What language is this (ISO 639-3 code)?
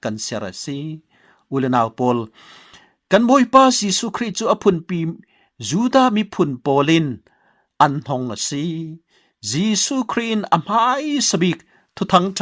cfm